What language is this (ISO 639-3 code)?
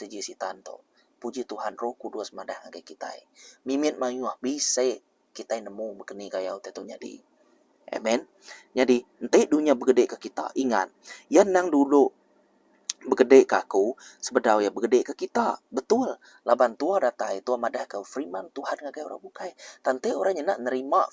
iba